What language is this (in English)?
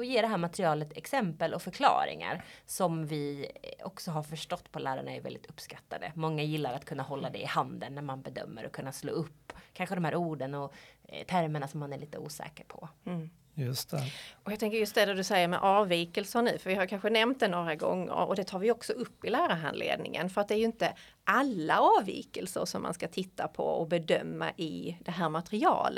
Swedish